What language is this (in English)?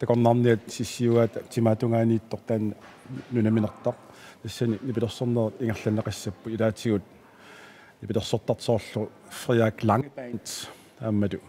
Kalaallisut